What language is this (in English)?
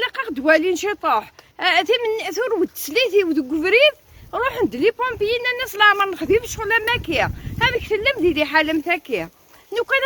Kabyle